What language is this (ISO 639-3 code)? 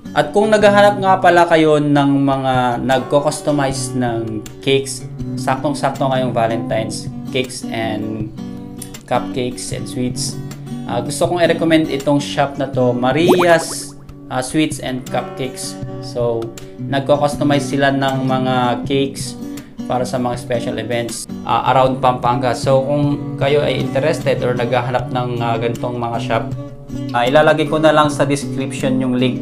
fil